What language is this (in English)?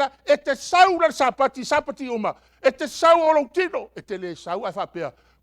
Samoan